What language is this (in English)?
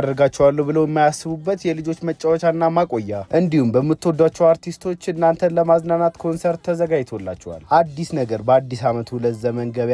Amharic